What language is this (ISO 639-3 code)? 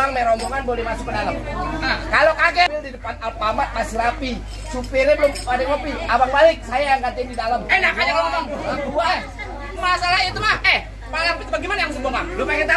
bew